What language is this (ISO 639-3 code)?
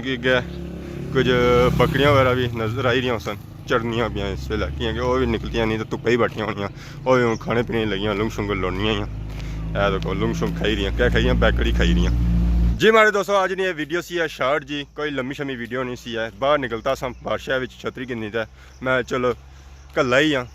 phr